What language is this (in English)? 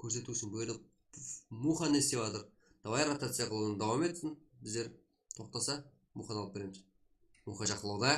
Kara-Kalpak